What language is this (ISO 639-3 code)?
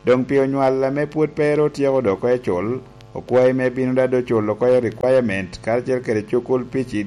laj